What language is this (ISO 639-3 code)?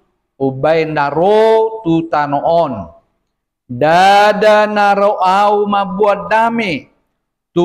bbc